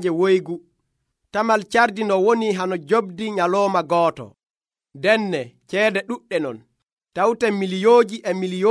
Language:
Nigerian Fulfulde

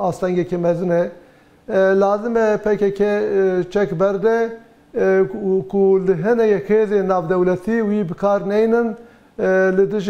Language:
Kurdish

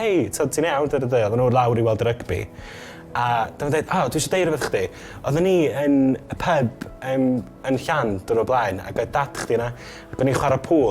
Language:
Welsh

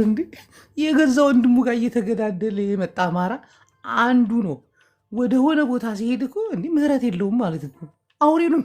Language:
Amharic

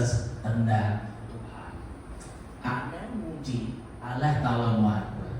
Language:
Iban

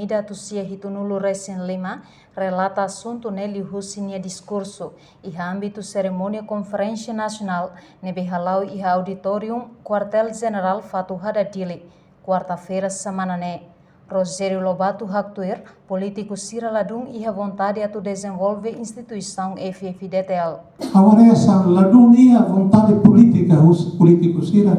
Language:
Tetum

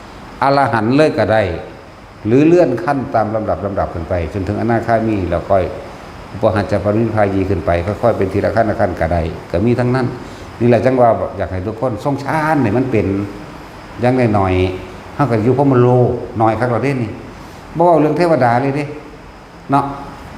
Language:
Northeastern Thai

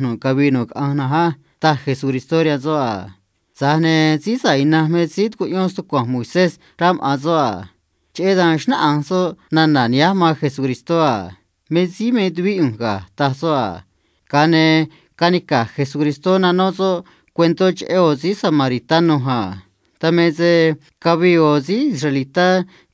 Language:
Copala Triqui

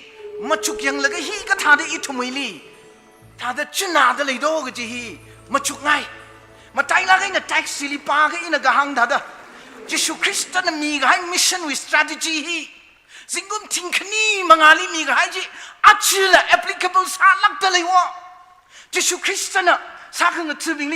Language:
Tangkhul Naga (India)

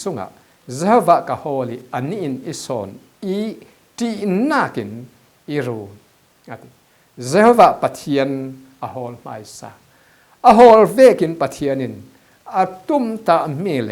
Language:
Falam Chin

